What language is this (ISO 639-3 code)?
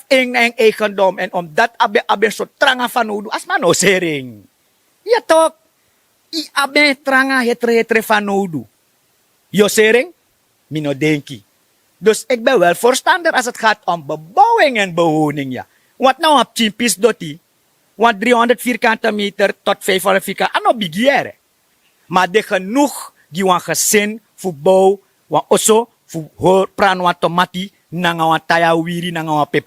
srn